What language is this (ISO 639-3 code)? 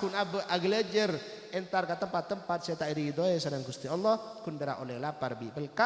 mad